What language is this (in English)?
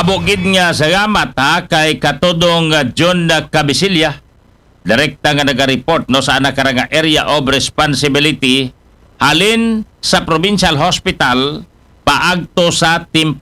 Aklanon